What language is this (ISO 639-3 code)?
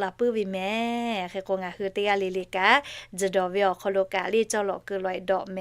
lhu